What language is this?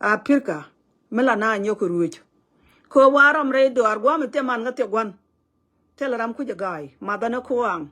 Nuer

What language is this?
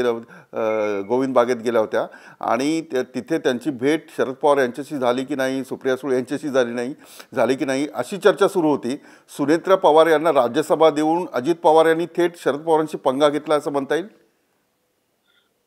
Marathi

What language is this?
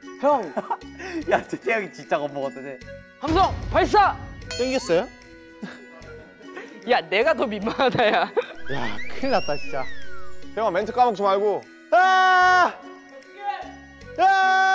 Korean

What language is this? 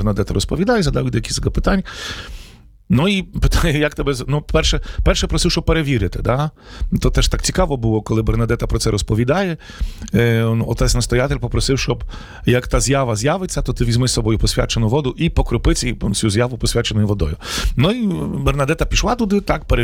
Ukrainian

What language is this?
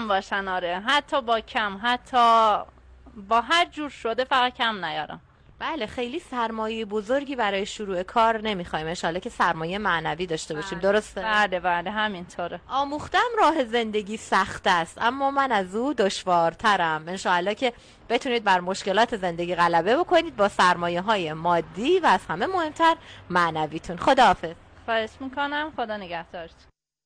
Persian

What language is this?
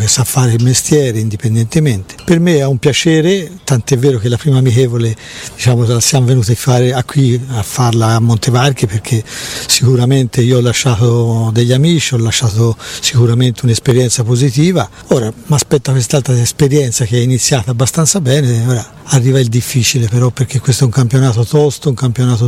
Italian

